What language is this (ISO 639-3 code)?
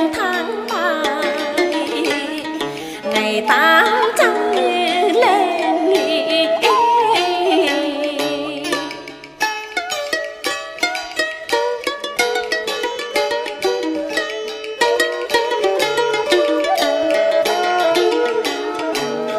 vie